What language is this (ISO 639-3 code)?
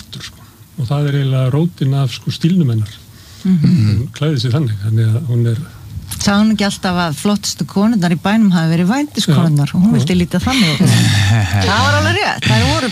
isl